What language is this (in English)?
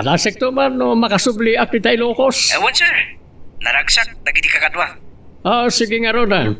Iloko